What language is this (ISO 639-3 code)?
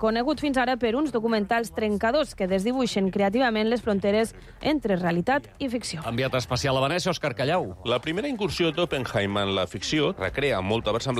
cat